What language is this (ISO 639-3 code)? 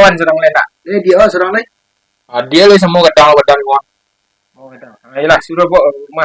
min